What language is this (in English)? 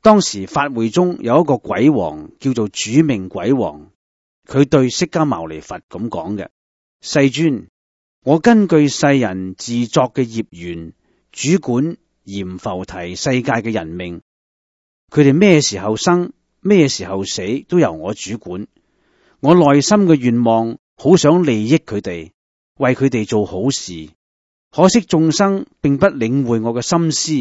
Cantonese